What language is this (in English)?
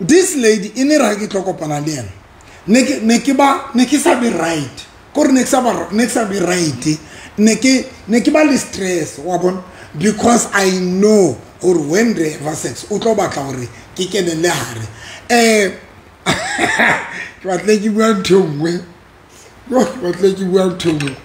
Southern Sotho